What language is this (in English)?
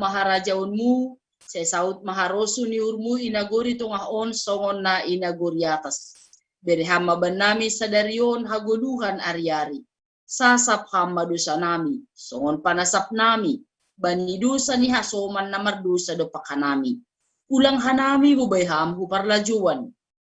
Batak Simalungun